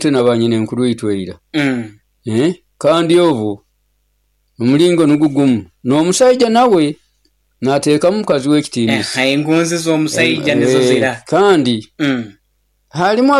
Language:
Nyoro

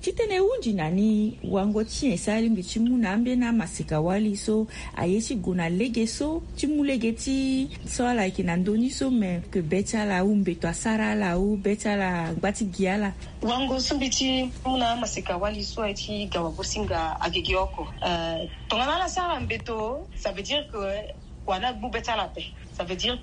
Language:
Sango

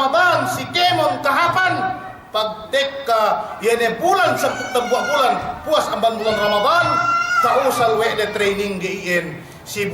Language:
Yakan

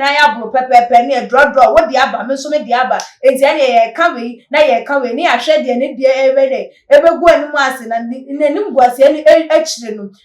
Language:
Akan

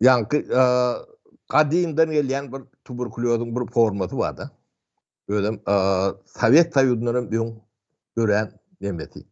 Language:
Turkmen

